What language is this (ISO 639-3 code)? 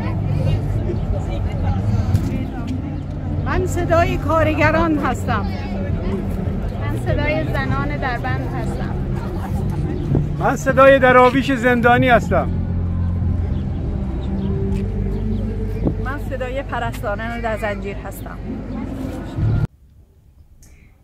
fas